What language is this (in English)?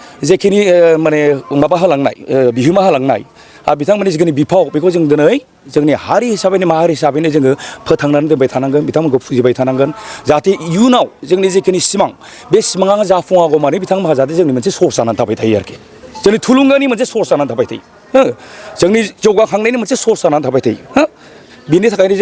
Bodo